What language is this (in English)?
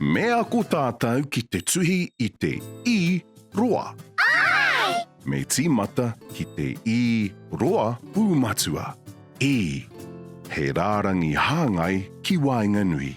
Māori